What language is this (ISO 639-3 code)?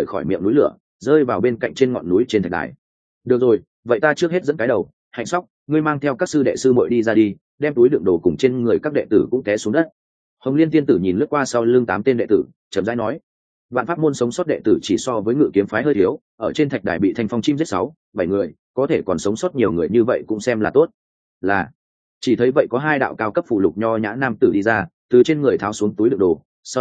vie